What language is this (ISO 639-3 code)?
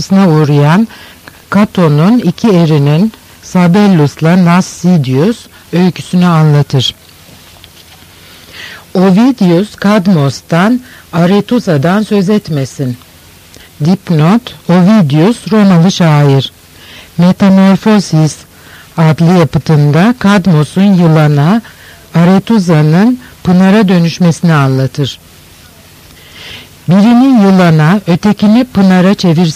tur